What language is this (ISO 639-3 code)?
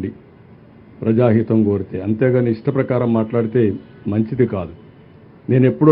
tel